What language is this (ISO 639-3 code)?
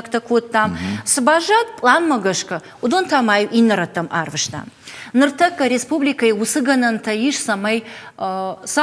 oss